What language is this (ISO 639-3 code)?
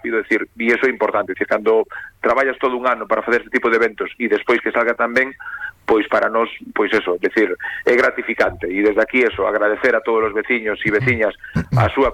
glg